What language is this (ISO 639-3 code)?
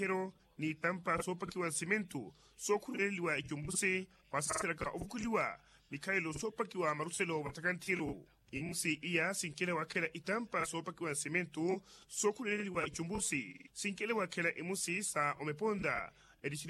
vmw